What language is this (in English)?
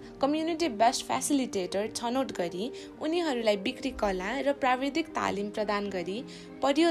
Nepali